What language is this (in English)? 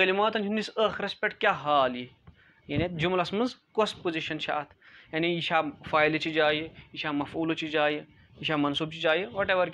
Kashmiri